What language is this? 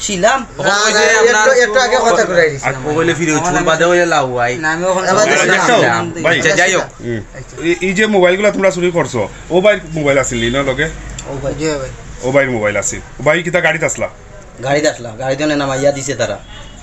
Sylheti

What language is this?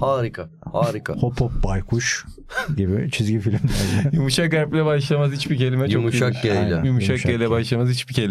Turkish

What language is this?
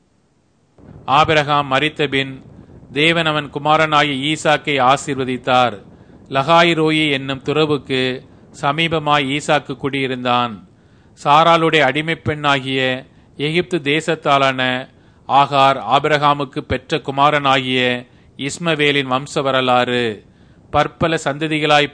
Tamil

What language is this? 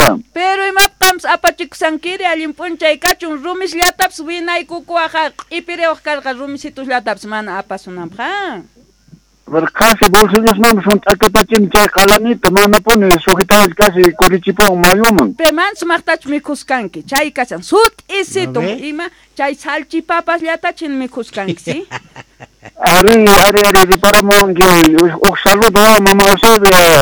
South Bolivian Quechua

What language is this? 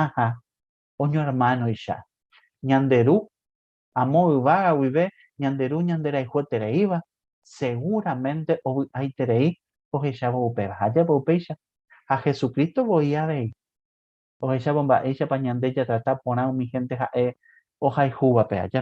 Guarani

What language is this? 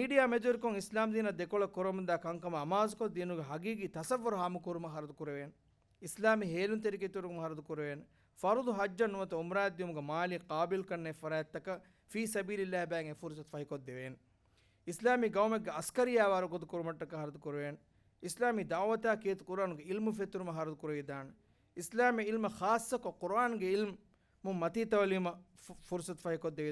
Divehi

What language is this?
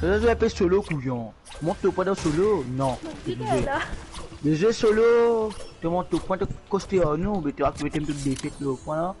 Morisyen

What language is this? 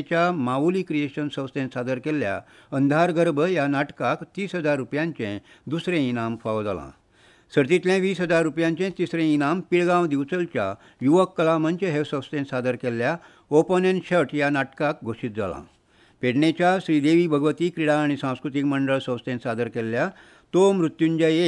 Konkani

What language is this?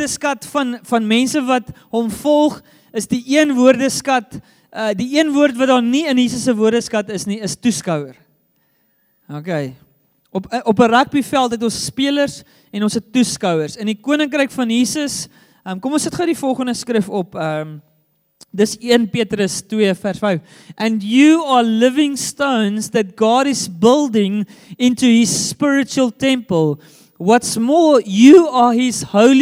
Afrikaans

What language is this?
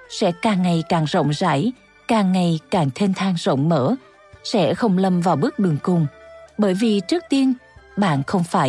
Vietnamese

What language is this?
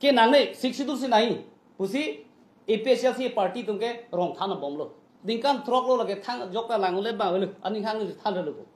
Karbi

